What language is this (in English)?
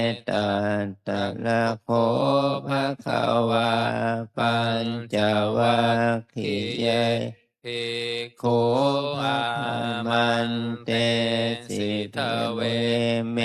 Pali